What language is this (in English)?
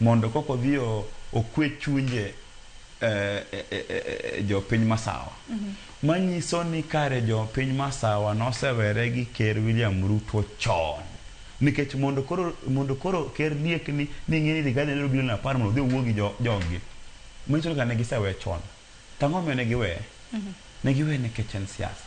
Luo (Kenya and Tanzania)